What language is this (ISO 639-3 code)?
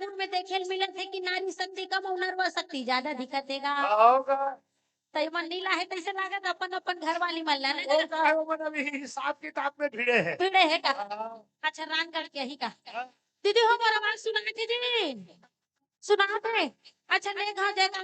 hne